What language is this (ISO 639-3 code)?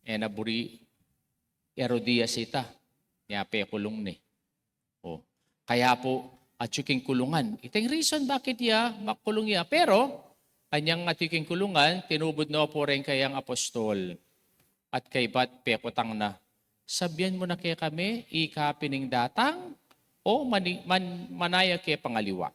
pam